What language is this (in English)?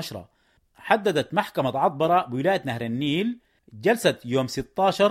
Sudanese Arabic